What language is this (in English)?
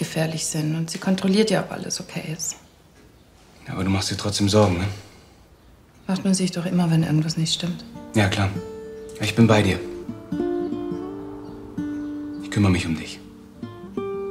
German